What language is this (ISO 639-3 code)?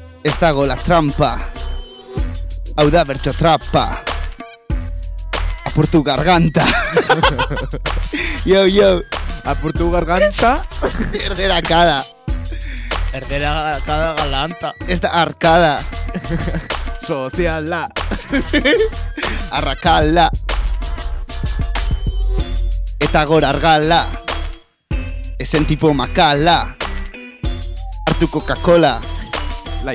eus